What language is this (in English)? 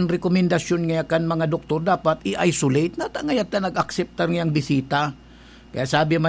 Bikol